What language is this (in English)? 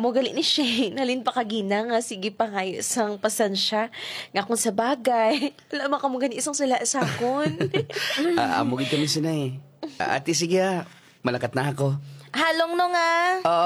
Hiligaynon